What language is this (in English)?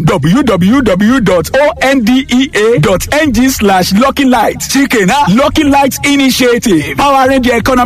Yoruba